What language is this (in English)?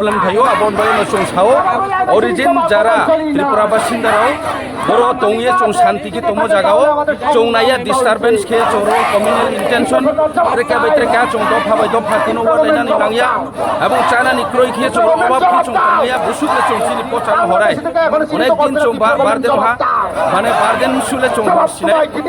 Riang (India)